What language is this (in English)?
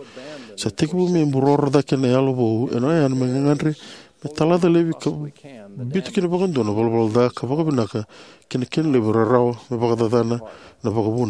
Fijian